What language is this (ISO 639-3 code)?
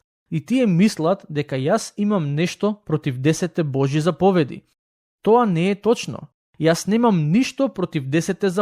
mkd